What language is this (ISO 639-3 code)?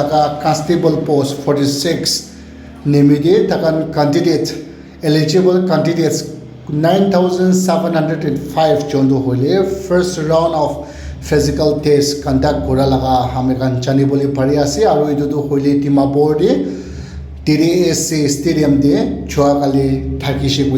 nag